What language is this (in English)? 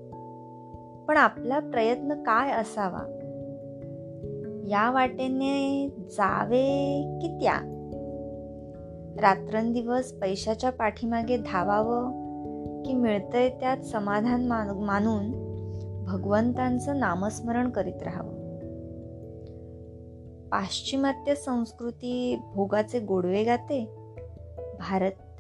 Marathi